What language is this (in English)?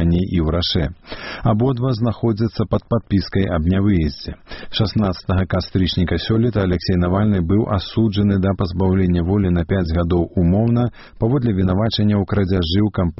Belarusian